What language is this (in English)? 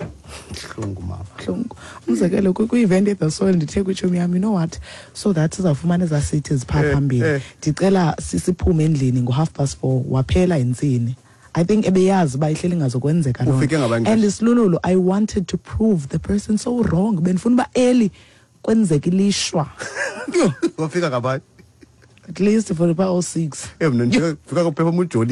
Xhosa